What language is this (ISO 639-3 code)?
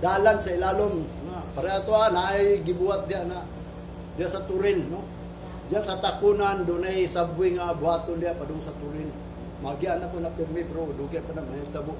ceb